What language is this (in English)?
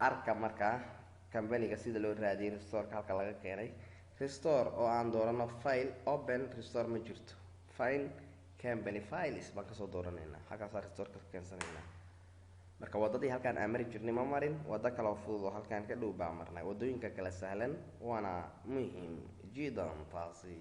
Somali